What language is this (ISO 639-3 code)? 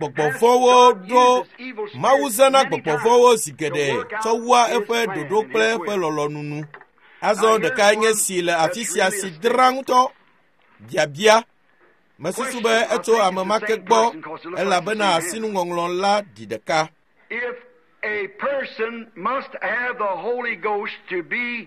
ewe